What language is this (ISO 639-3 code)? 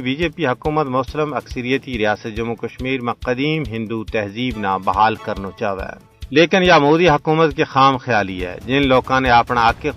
gju